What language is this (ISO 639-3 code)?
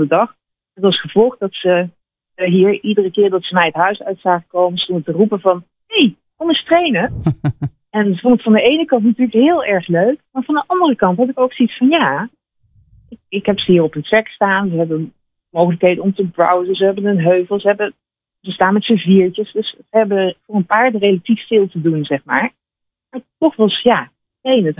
nld